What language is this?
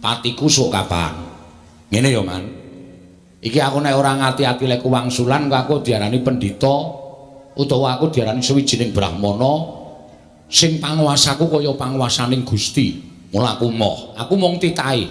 Javanese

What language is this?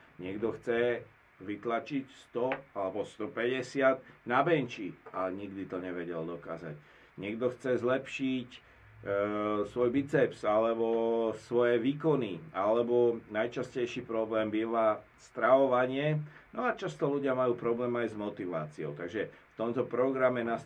Slovak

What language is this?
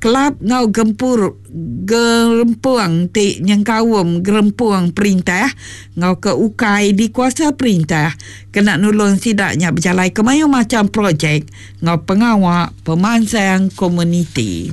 Iban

